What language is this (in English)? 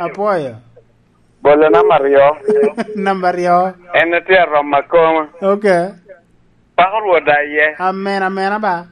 Lango (Uganda)